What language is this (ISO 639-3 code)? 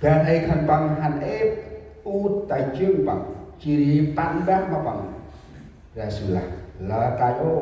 cmo